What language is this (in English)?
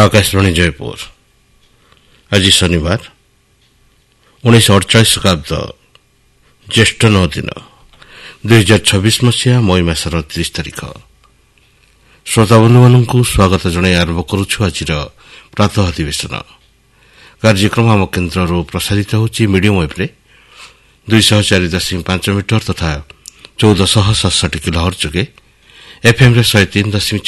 Odia